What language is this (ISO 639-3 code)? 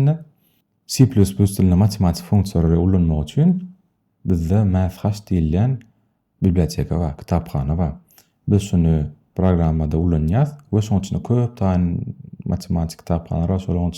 tuk